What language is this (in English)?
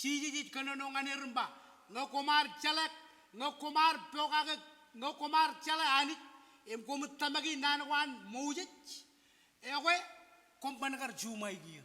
Marshallese